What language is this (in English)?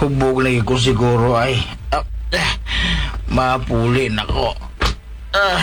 Hiligaynon